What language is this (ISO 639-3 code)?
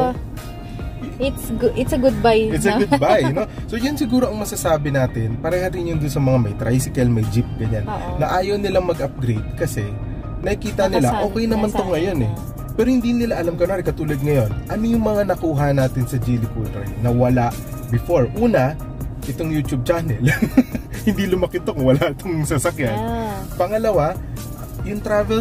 fil